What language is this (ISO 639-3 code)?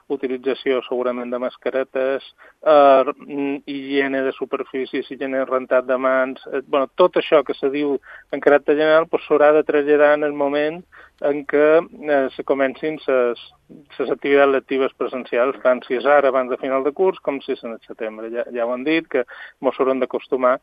cat